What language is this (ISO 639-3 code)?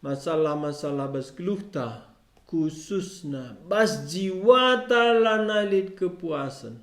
btx